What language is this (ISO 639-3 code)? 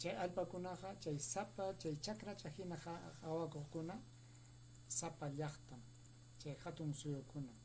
quy